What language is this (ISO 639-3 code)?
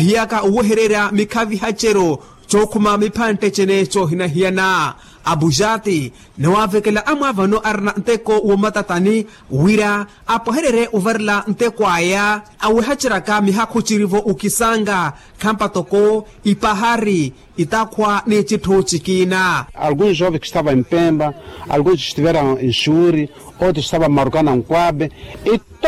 vmw